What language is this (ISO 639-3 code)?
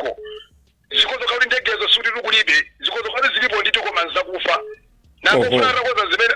nya